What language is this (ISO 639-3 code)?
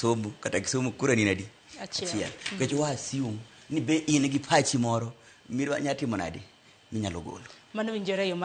luo